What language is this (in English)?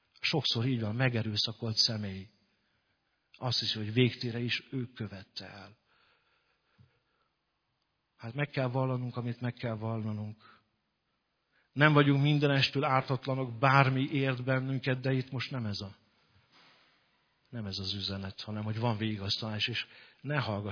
Hungarian